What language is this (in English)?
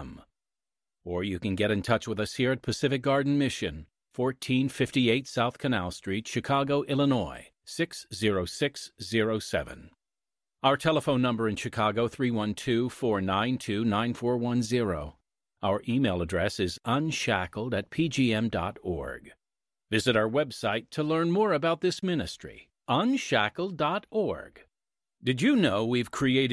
English